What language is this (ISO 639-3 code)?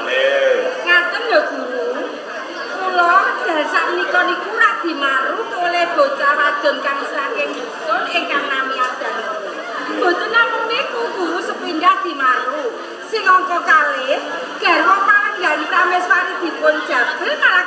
jav